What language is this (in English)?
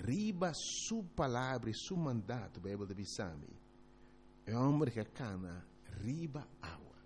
Papiamento